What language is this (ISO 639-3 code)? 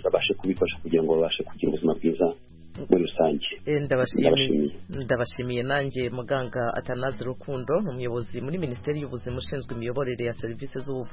kin